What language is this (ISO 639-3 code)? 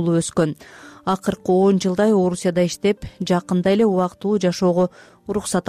kir